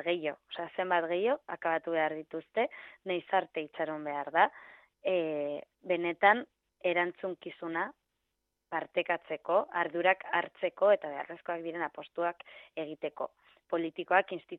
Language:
Basque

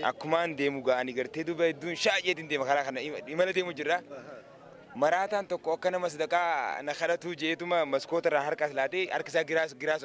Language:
Oromo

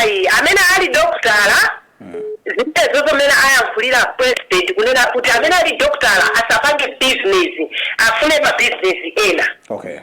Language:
Nyanja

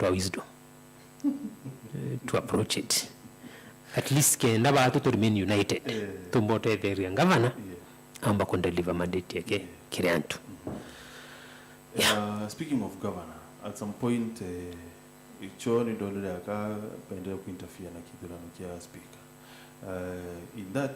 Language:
Meru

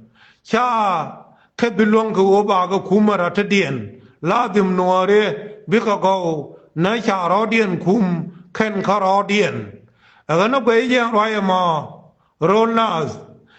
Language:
Nuer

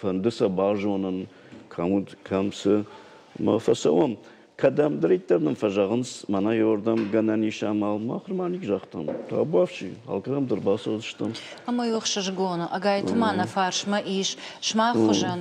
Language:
Ossetic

